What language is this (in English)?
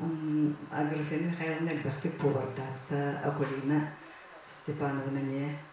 Yakut